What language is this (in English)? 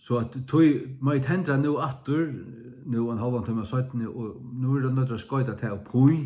Faroese